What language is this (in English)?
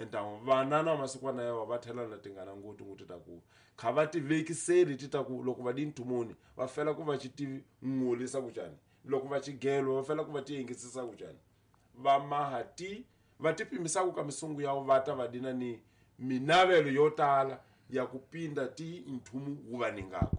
Tsonga